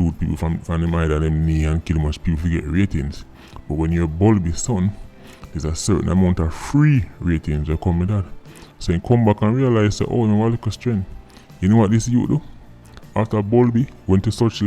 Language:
Jamaican Creole English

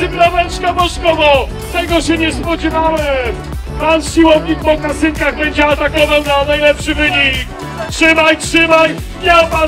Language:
Polish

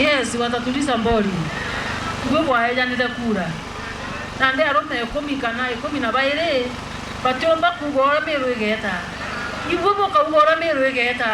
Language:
Meru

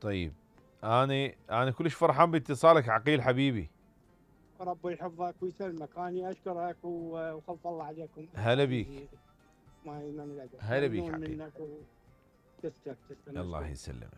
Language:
Mesopotamian Arabic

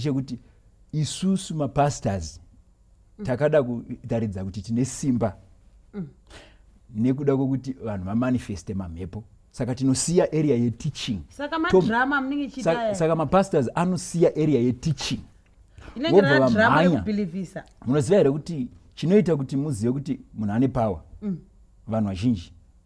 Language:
Shona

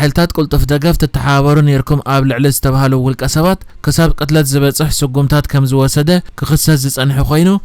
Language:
Tigrinya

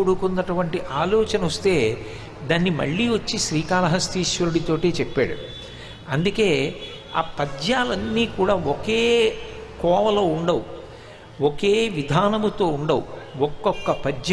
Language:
Telugu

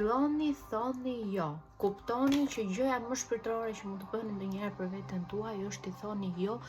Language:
Albanian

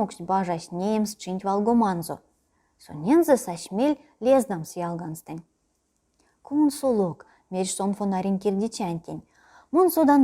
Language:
Erzya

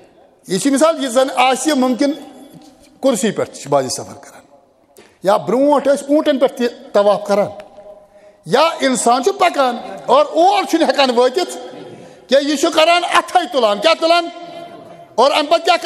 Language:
Kashmiri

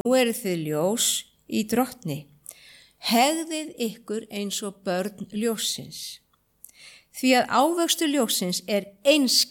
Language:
Icelandic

